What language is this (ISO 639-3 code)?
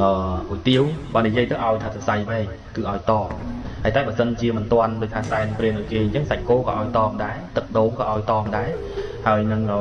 khm